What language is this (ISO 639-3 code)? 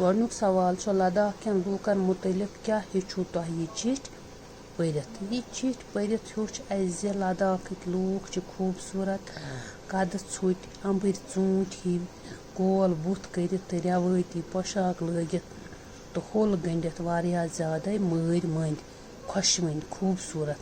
kas